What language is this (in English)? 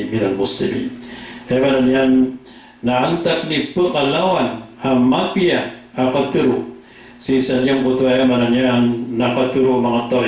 Maranao